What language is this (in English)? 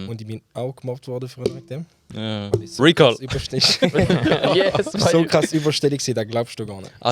Swiss German